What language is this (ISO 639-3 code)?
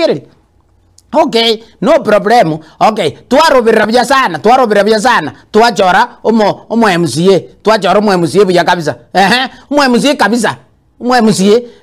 guz